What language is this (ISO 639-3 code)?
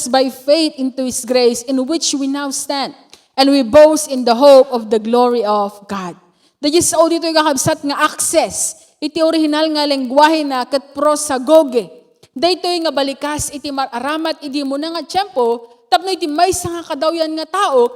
ilo